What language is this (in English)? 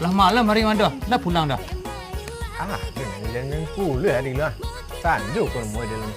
Minangkabau